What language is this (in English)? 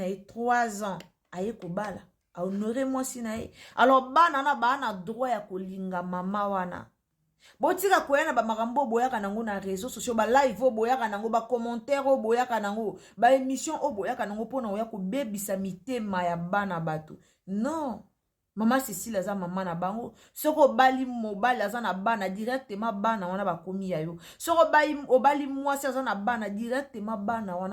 Lingala